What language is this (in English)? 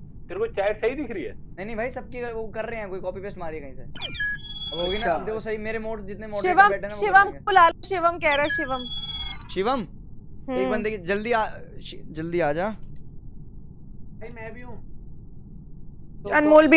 Hindi